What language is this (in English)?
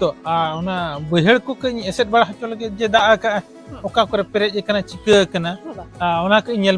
Santali